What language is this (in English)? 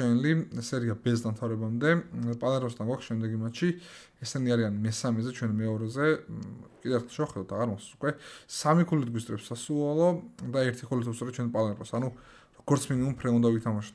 Georgian